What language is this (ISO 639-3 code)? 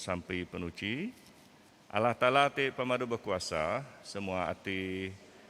iba